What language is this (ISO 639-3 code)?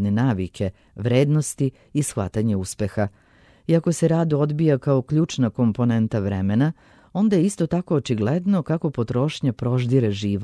srp